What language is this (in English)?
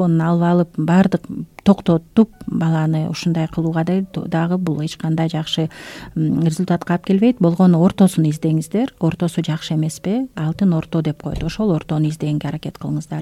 Kyrgyz